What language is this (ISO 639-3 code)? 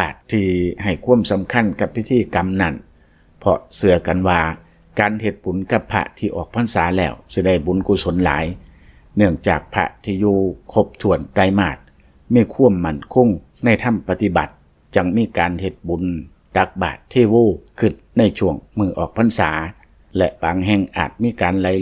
lao